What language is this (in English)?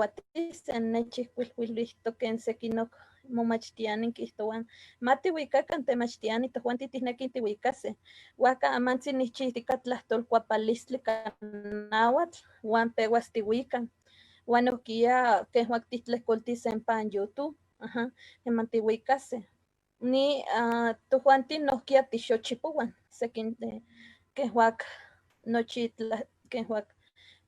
Eastern Huasteca Nahuatl